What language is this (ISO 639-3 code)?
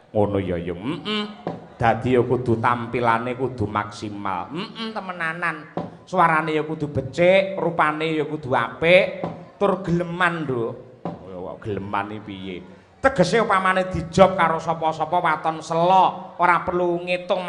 jav